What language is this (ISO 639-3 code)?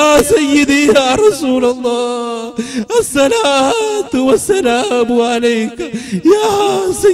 mal